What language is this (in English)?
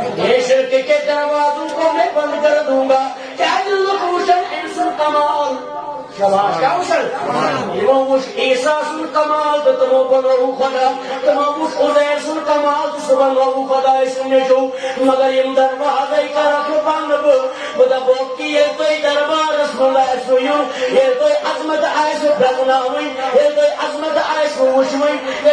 Kashmiri